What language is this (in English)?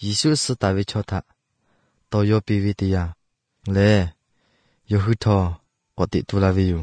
Albanian